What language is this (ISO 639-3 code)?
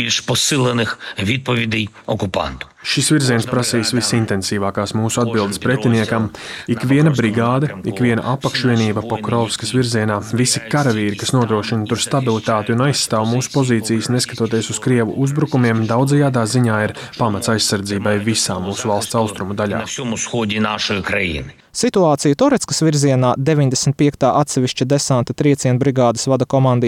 lav